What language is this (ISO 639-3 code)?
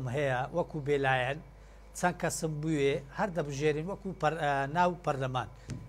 ckb